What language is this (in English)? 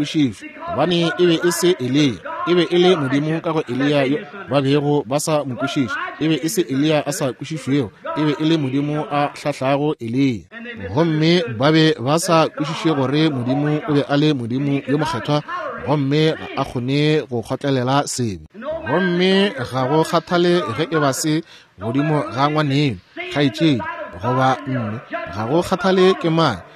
Northern Sotho